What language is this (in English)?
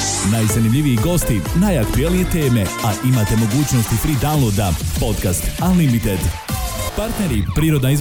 Serbian